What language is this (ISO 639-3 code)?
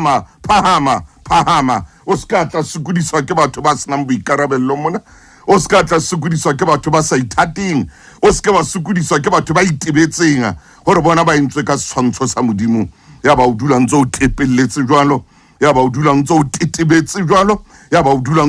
sot